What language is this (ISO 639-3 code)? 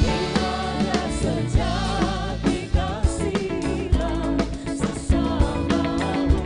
abs